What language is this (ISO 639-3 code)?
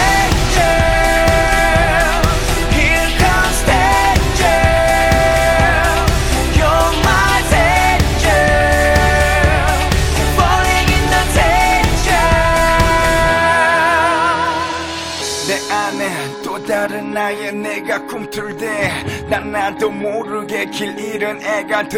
kor